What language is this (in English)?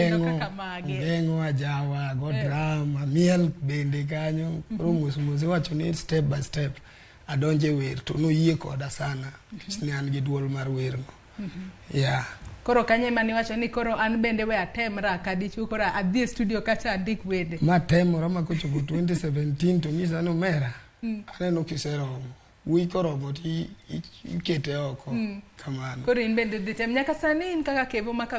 Luo (Kenya and Tanzania)